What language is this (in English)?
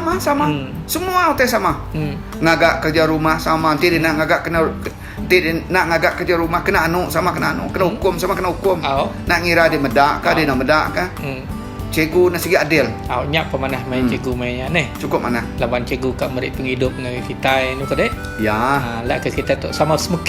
Iban